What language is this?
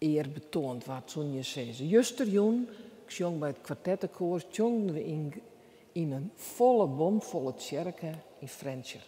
Western Frisian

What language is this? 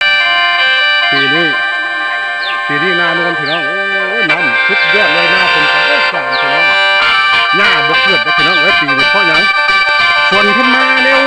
Northeastern Thai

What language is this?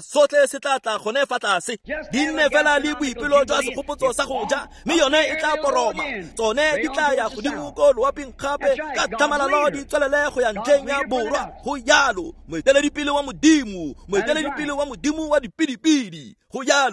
Tswana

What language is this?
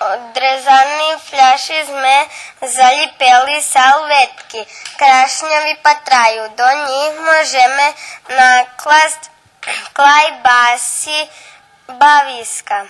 Rusyn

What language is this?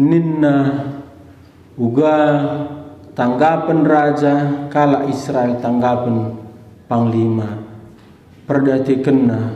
Batak Karo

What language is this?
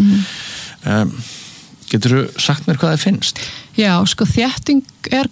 Icelandic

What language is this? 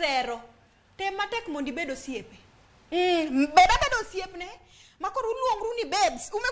Luo (Kenya and Tanzania)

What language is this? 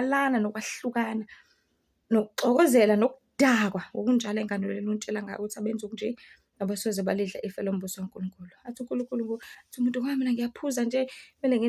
Zulu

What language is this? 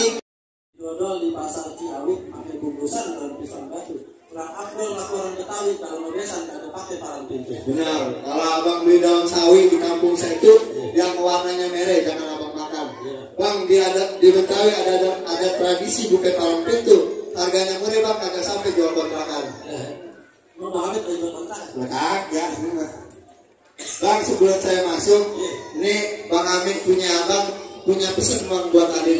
Betawi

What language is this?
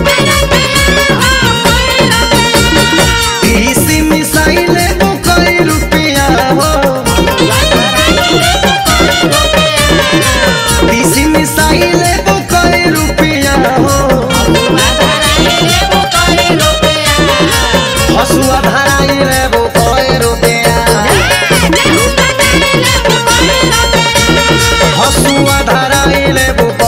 Bhojpuri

